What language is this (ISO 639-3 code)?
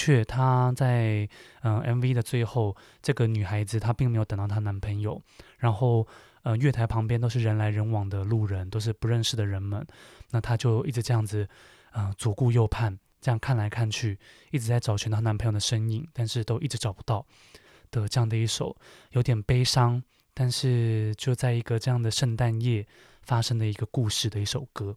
zho